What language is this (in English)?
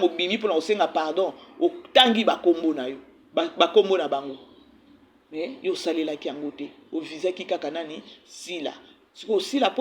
Lingala